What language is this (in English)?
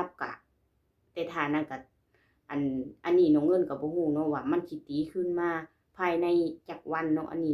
Lao